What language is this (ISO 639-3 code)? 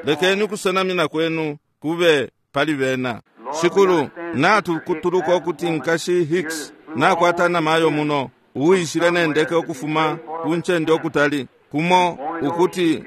bem